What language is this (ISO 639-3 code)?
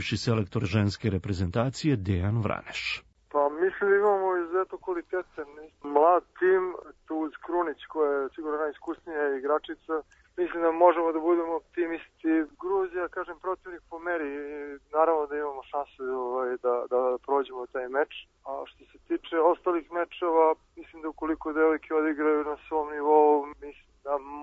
srp